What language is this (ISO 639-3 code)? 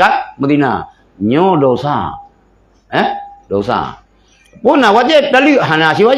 ace